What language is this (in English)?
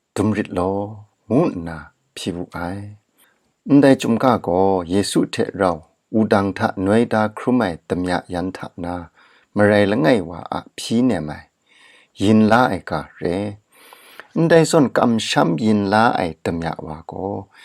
Kachin